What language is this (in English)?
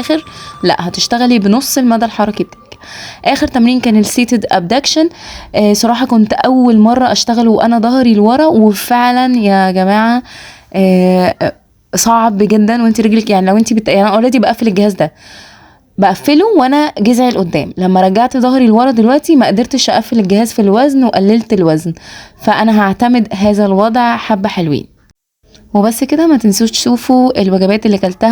Egyptian Arabic